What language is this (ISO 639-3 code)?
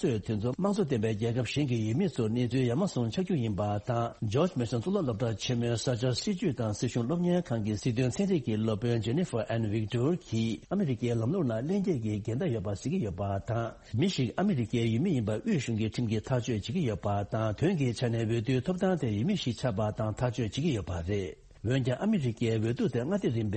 bod